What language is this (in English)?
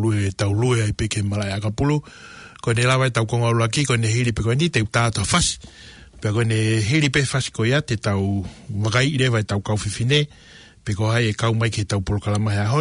Tongan